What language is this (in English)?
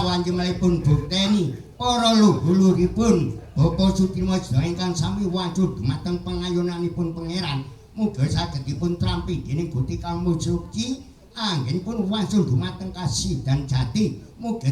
Javanese